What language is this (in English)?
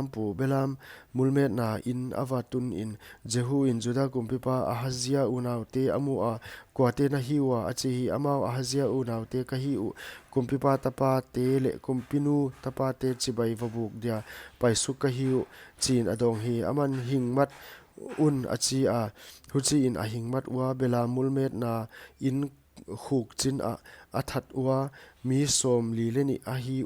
Paite Chin